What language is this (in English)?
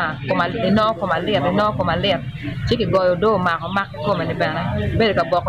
Acoli